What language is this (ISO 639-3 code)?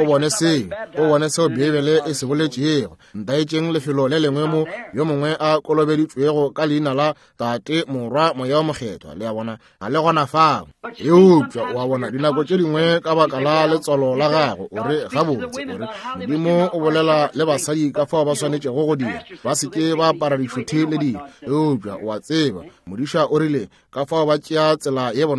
nso